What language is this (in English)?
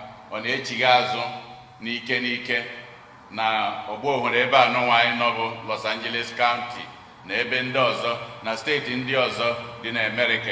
Igbo